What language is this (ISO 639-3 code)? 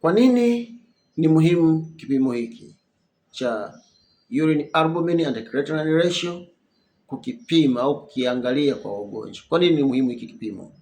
swa